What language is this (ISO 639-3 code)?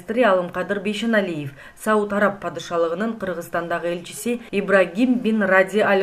kir